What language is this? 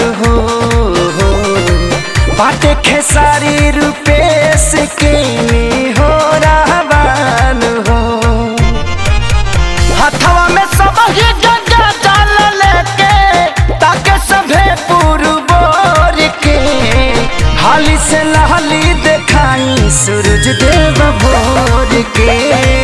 Bhojpuri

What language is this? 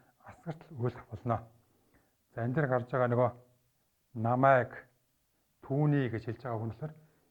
Mongolian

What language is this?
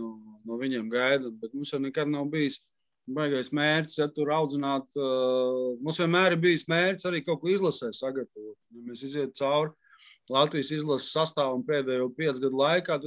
Latvian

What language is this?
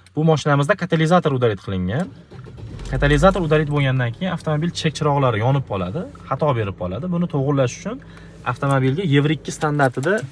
Uzbek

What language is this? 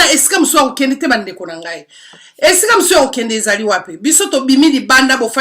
Lingala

